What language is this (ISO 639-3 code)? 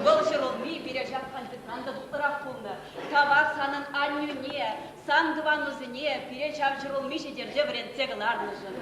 chv